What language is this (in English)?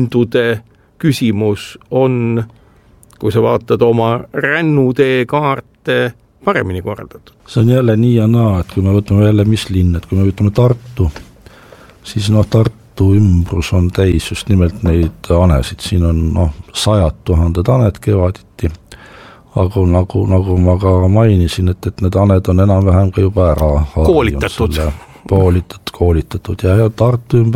Estonian